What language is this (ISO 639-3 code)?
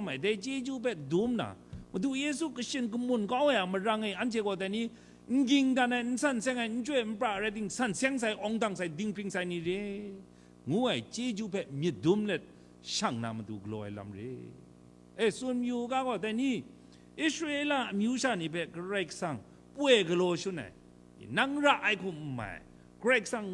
kac